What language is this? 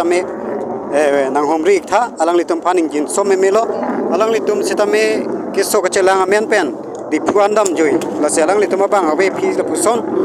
Karbi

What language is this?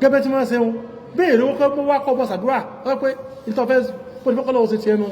Yoruba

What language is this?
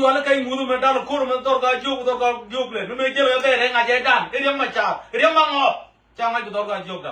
Nuer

